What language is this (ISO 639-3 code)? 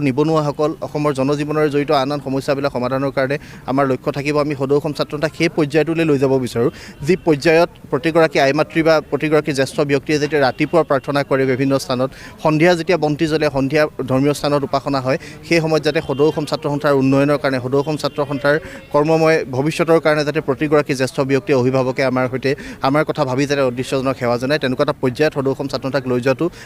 asm